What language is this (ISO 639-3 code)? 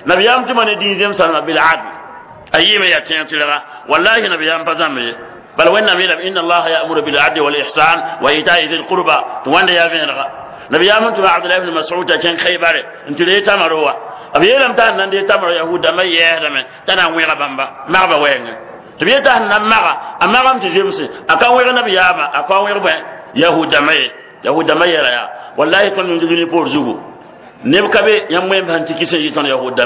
mos